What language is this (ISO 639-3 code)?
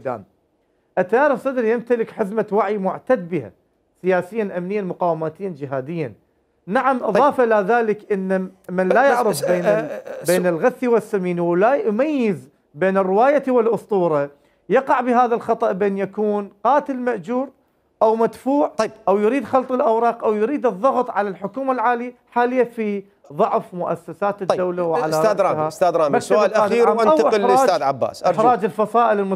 acm